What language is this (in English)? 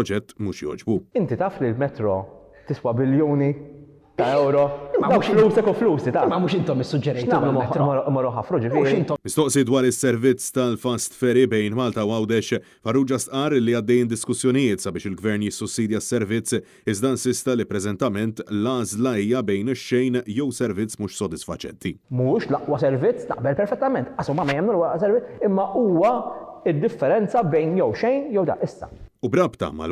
Maltese